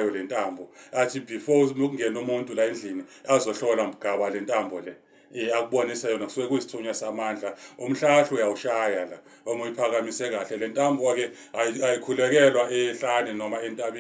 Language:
Zulu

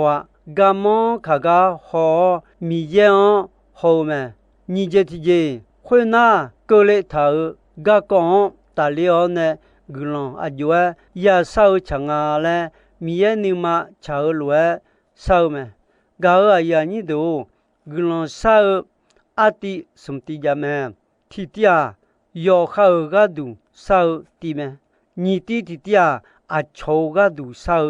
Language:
Akha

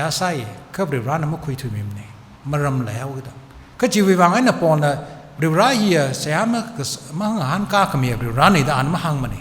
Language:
Tangkhul Naga (India)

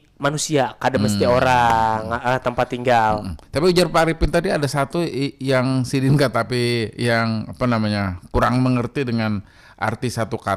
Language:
Banjar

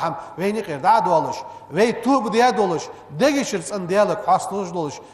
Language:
Ingush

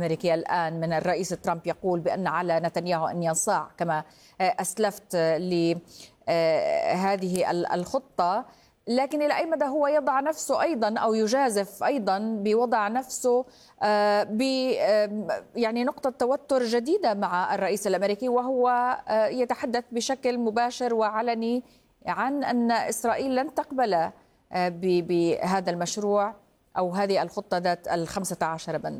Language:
Arabic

